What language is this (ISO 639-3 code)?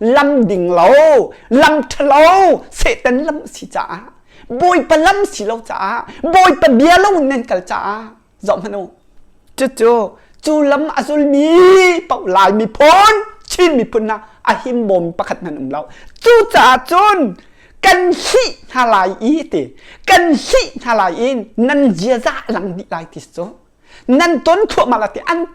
cnh